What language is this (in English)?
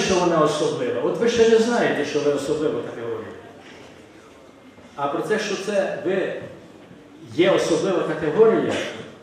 Ukrainian